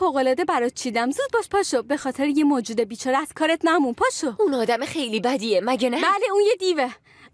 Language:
Persian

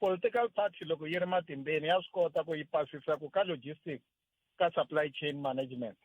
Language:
Tsonga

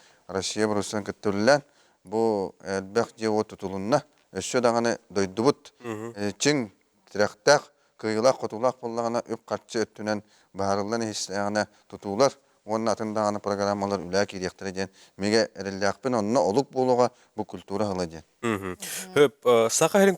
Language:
Yakut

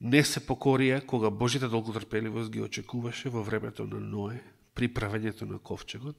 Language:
Macedonian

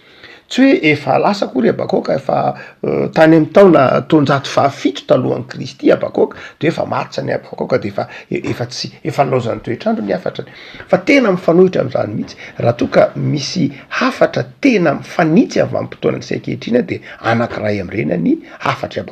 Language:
Malagasy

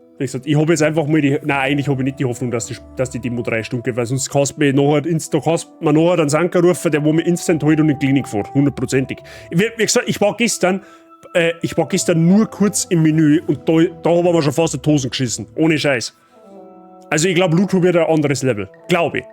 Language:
Bavarian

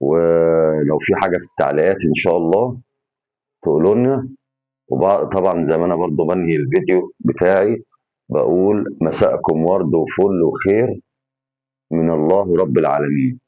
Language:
Egyptian Arabic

